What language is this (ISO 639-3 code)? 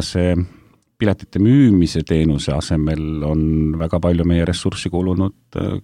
est